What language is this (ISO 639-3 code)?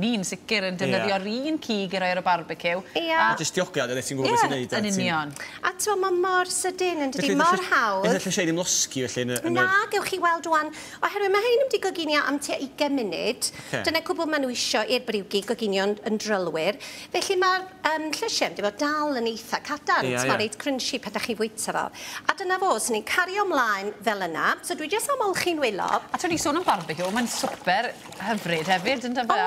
cym